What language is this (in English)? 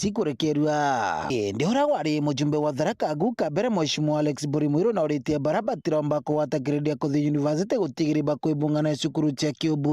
Meru